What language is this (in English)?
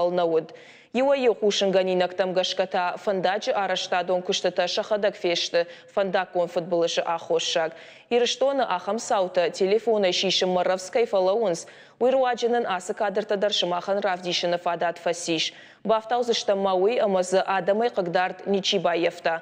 Ossetic